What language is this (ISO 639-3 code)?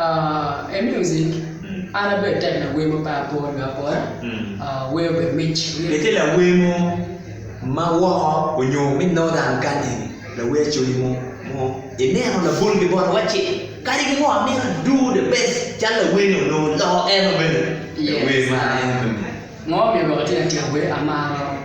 ach